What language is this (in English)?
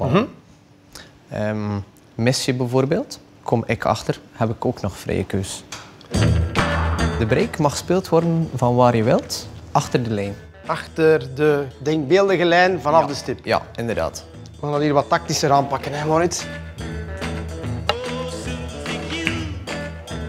Dutch